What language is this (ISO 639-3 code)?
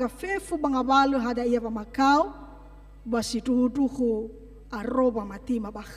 nia